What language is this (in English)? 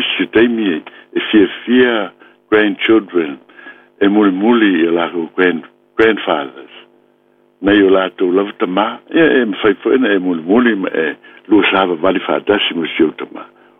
Samoan